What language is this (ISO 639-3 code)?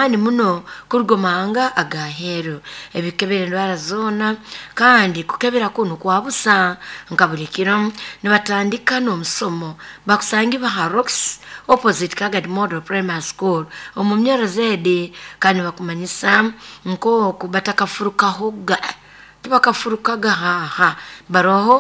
nyo